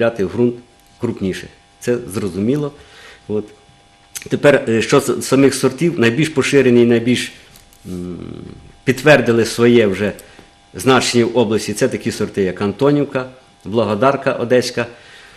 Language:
Ukrainian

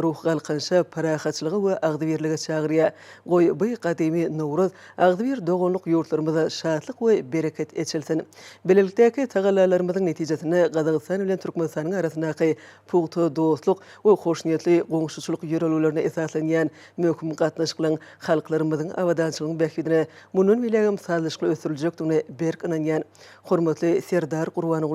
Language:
Turkmen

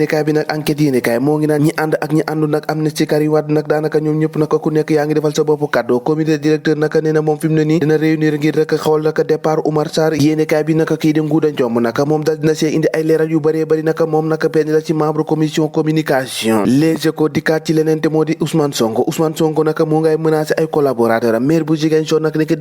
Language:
Wolof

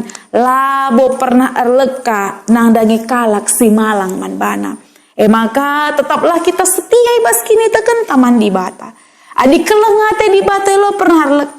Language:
Batak Karo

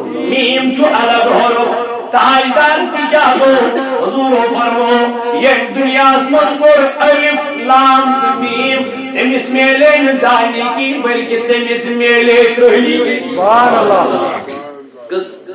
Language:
Kashmiri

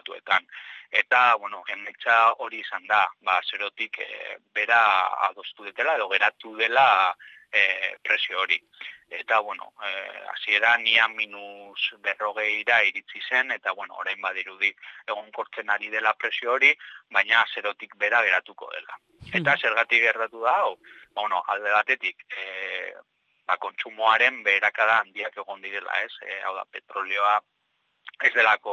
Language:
Basque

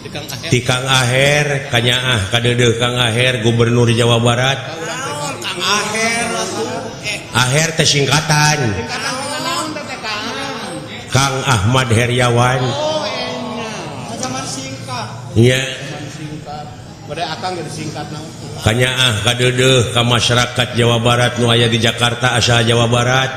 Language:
Sundanese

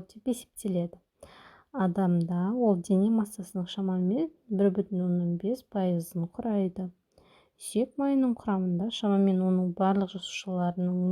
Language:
Kazakh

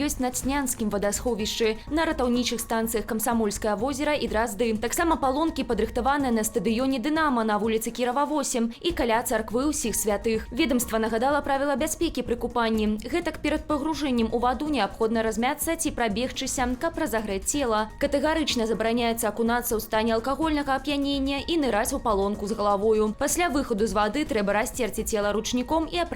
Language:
Belarusian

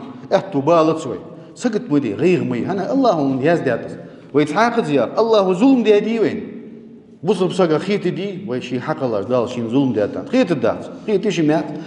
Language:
Ingush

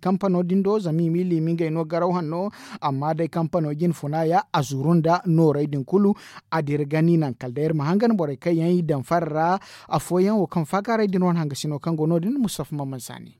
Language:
Zarma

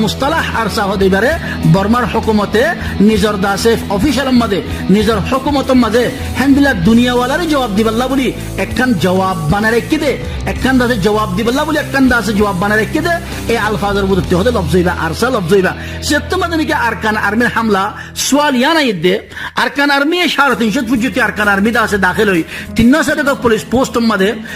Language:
Rohingya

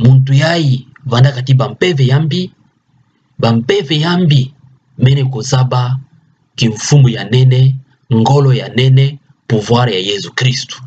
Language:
Kituba (Democratic Republic of Congo)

